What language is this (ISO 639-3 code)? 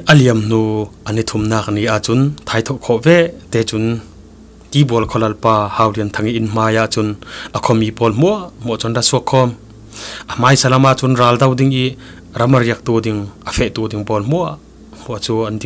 cfm